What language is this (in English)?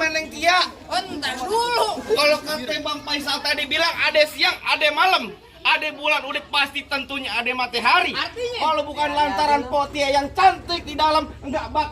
Betawi